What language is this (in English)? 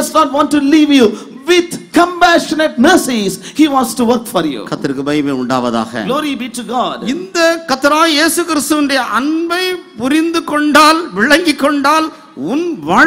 Tamil